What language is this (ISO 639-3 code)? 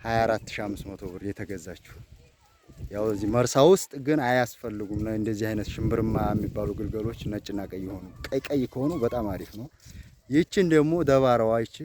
amh